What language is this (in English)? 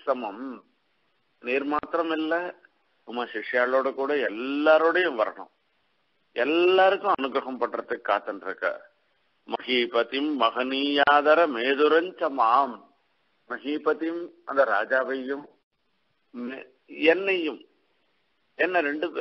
Tamil